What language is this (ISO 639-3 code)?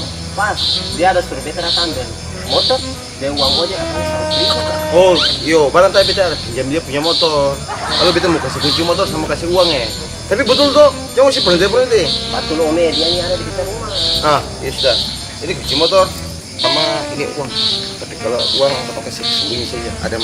abs